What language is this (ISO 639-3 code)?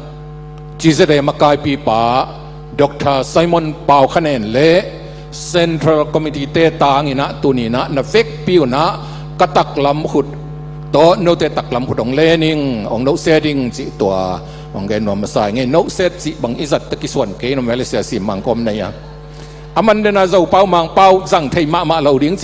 ctd